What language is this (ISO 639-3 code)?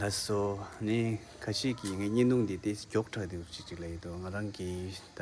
bod